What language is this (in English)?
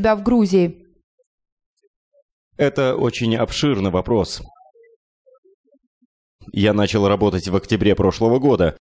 Russian